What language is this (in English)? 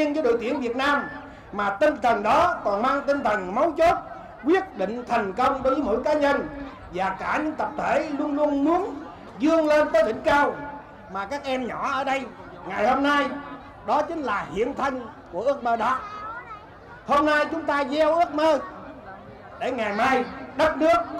Vietnamese